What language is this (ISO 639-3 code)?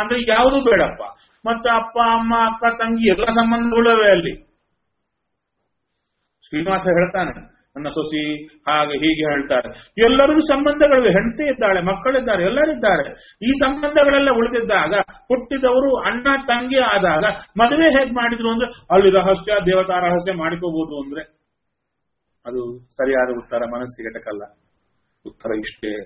kan